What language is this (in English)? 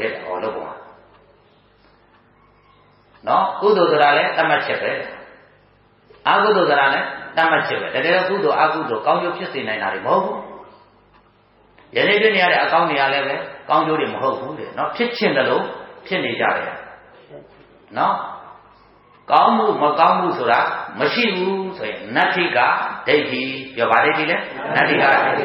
Burmese